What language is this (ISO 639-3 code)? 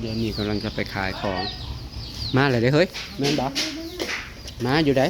tts